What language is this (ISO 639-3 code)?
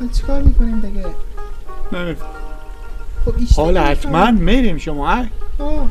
fas